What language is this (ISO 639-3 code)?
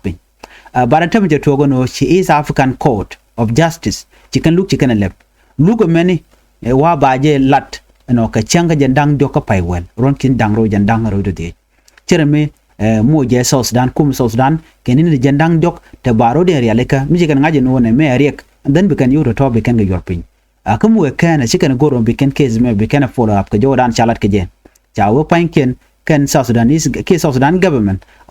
nus